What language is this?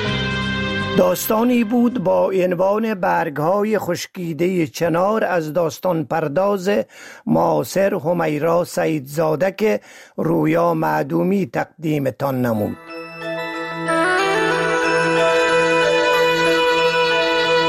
Persian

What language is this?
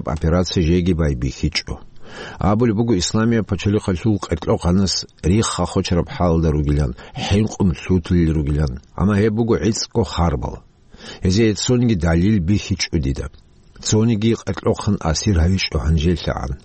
Avaric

